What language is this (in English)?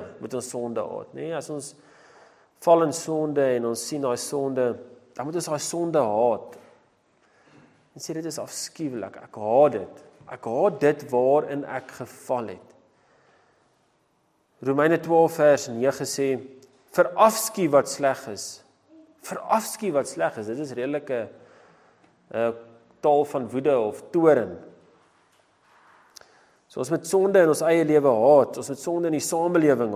Afrikaans